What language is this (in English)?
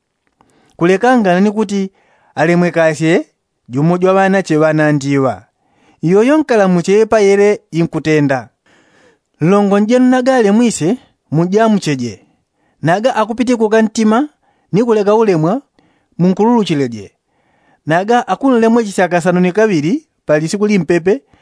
Yao